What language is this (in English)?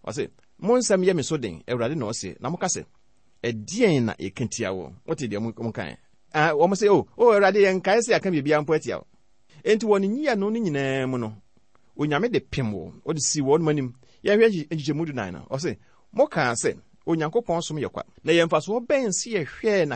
Akan